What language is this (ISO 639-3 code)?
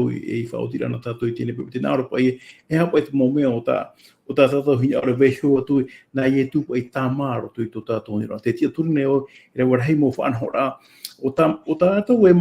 tah